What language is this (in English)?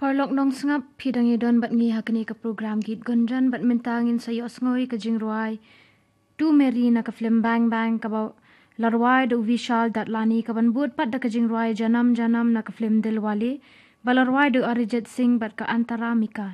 Khasi